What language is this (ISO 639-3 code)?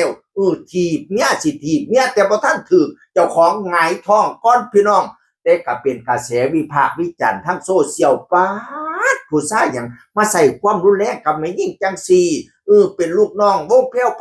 tts